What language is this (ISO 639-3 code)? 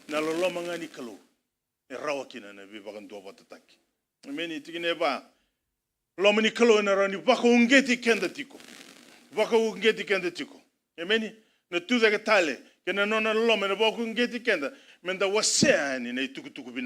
fij